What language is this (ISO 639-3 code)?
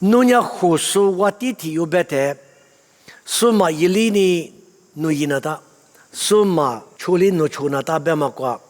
lis